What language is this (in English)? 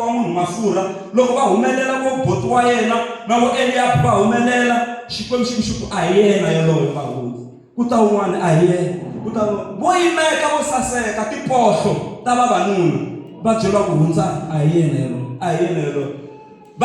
Tsonga